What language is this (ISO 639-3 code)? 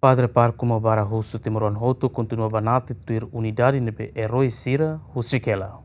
tet